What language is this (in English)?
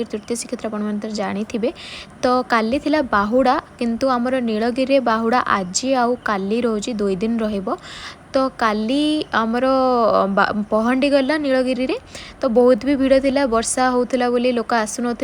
Odia